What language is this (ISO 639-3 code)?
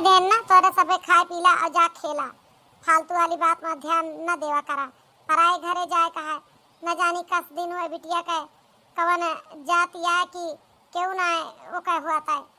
awa